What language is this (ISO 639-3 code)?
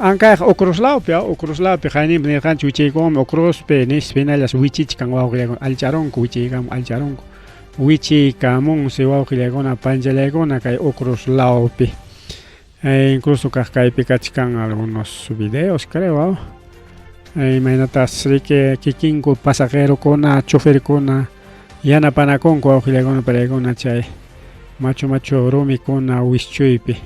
quy